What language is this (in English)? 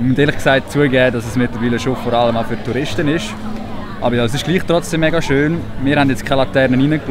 Swiss German